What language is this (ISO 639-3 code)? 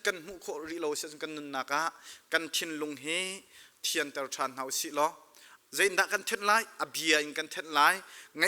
cnh